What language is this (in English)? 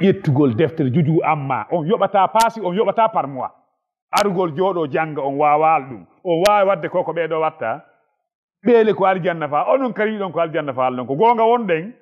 Fula